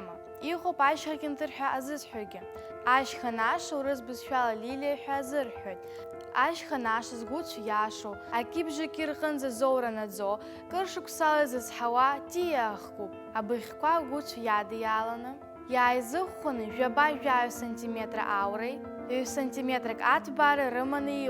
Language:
Abkhazian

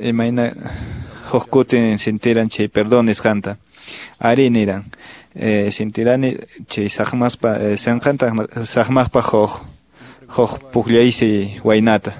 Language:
Quechua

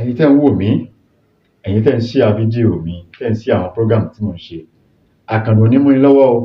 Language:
Yoruba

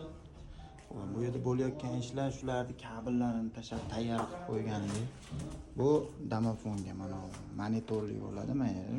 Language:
Uzbek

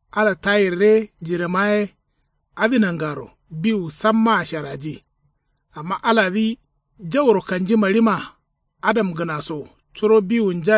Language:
Kanuri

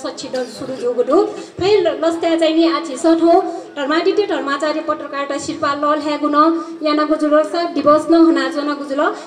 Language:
Newari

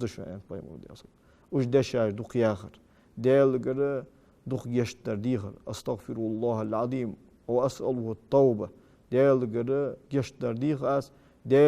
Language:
Ingush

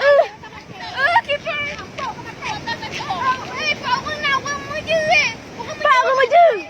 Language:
Achinese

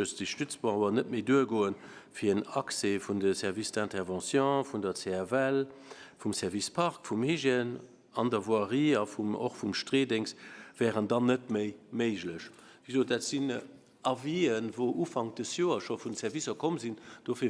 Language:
Luxembourgish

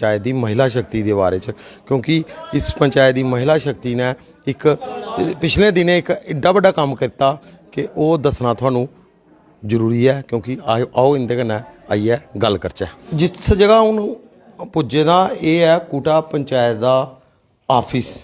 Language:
Dogri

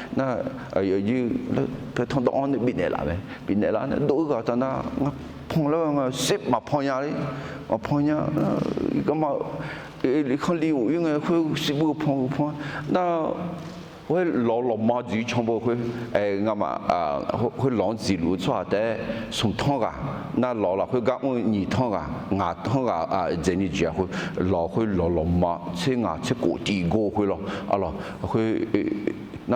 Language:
Akha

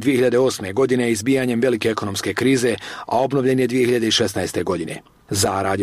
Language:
Bosnian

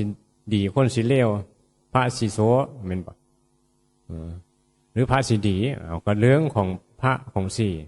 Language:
Northeastern Thai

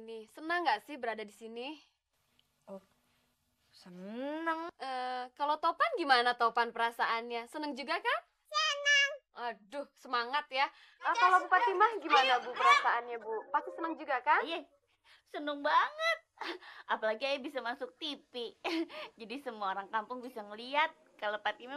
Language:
Betawi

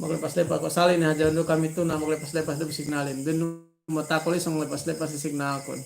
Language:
Yakan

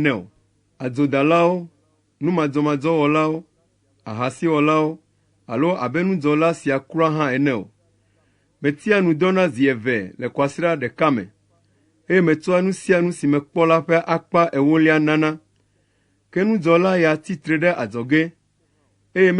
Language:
Ewe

